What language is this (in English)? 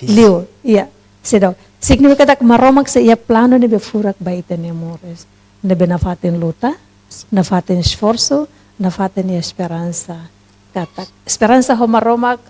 Tetum